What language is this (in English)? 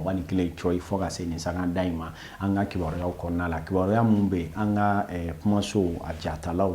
Bambara